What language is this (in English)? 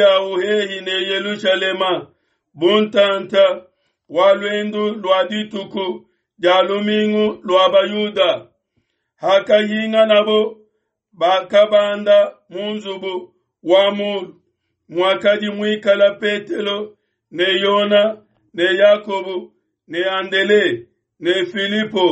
Luba-Lulua